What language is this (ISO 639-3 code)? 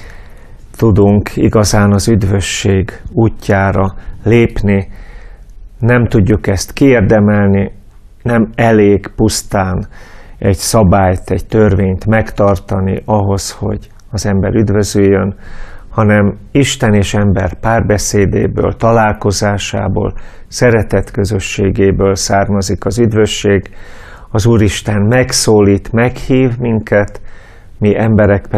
hun